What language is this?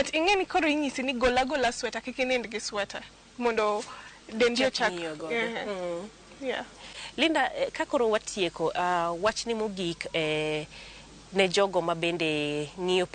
Luo (Kenya and Tanzania)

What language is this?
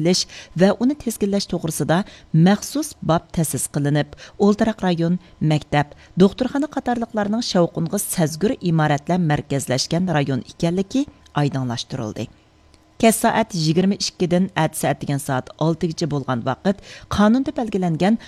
Uyghur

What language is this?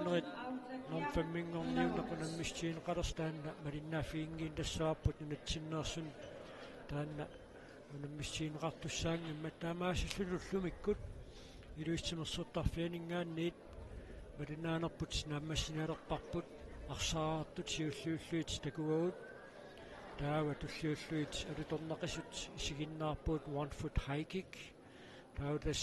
Kalaallisut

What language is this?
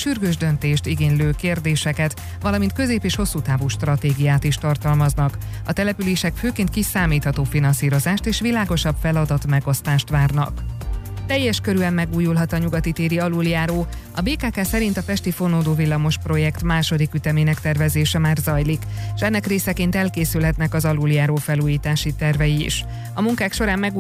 Hungarian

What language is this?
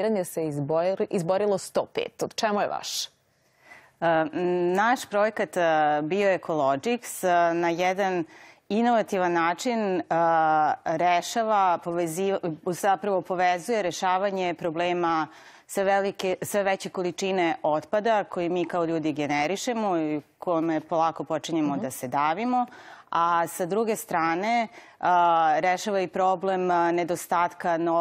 Serbian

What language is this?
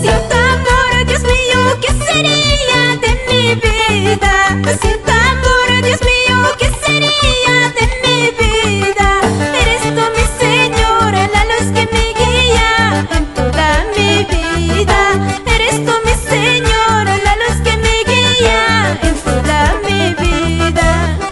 Quechua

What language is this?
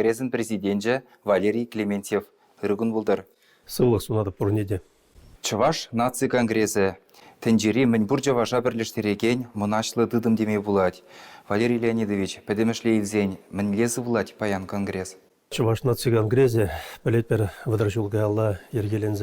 Chuvash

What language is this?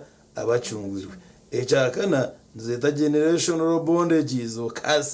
Nyankole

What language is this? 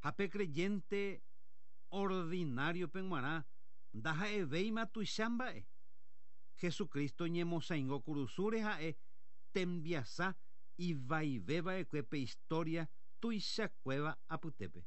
Guarani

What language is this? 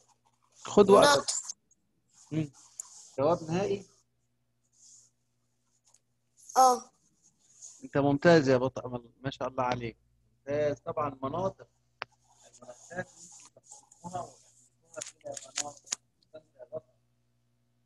Egyptian Arabic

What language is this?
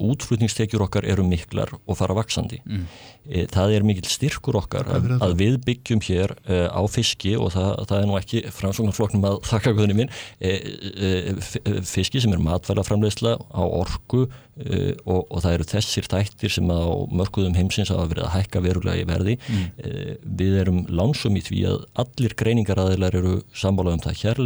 Icelandic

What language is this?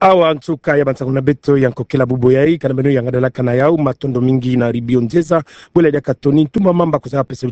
Kituba (Democratic Republic of Congo)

